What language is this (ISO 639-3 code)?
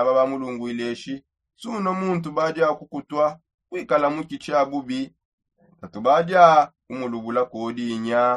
sop